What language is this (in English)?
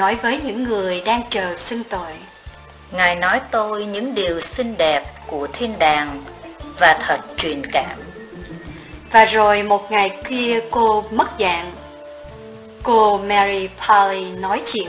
Vietnamese